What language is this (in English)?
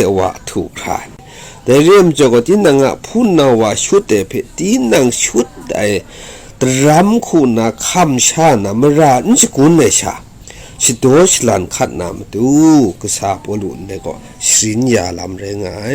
Kachin